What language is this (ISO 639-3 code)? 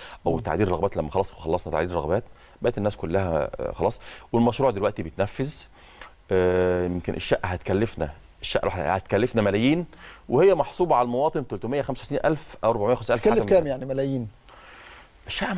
arz